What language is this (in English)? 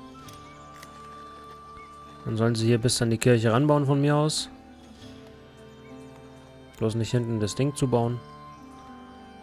German